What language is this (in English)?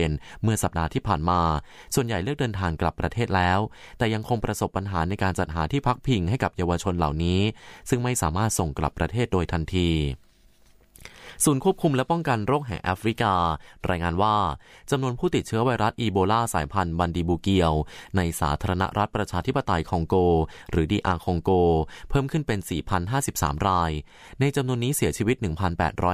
Thai